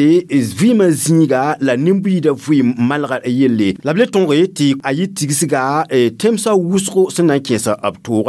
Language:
Mossi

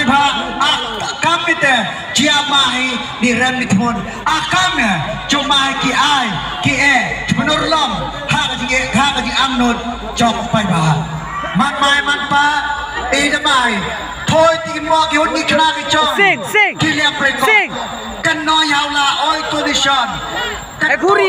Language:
Khasi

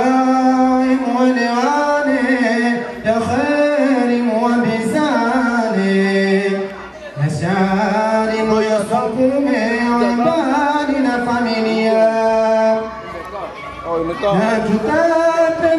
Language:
Swahili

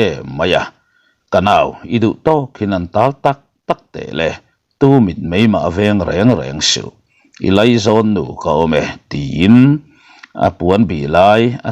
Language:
Mizo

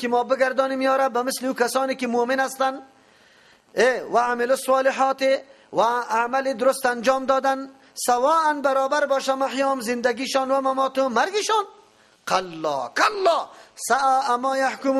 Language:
Persian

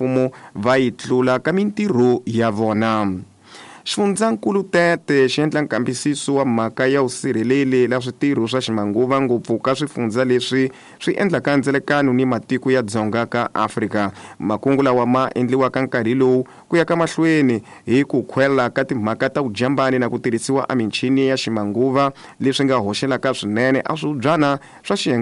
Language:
Tsonga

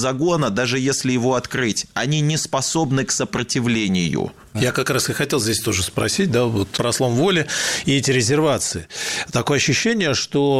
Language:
Russian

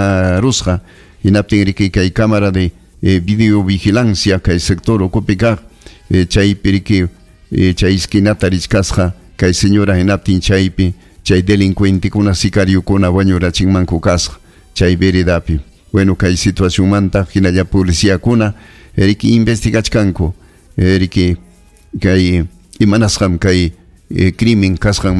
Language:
Ayacucho Quechua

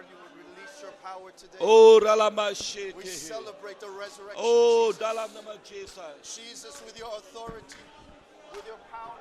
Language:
Iban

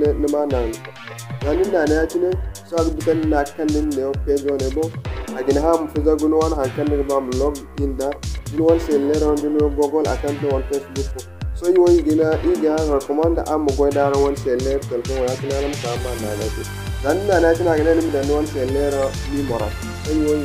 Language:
Zarma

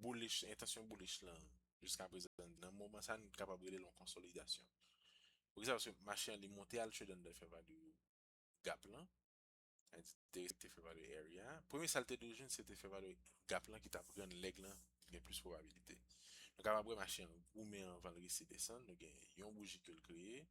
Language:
Haitian Creole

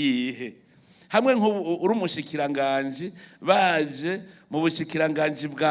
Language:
Rundi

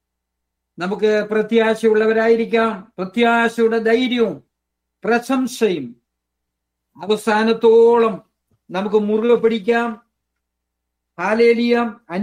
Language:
Malayalam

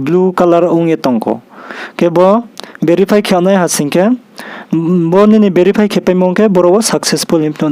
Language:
Riang (India)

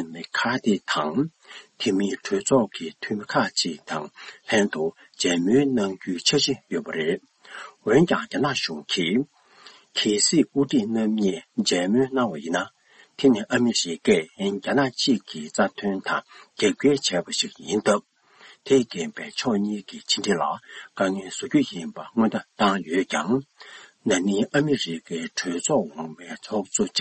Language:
Tibetan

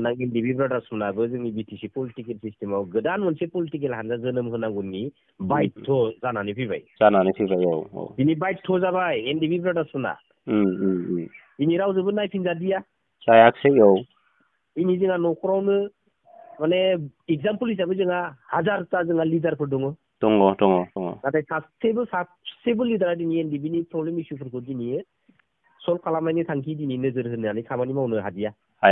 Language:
Bodo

